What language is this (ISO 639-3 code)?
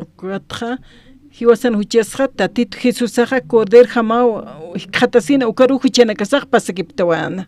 aym